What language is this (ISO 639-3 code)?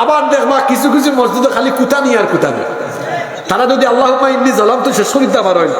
syl